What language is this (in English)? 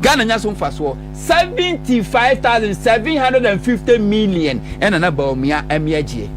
Akan